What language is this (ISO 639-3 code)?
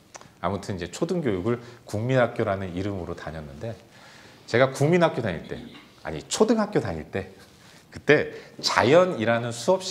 kor